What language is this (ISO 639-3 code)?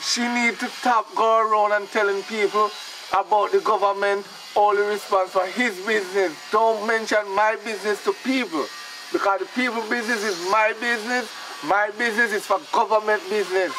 jam